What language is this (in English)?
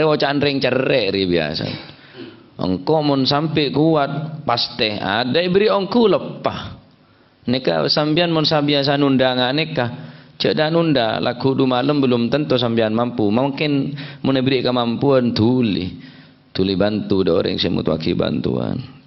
Madurese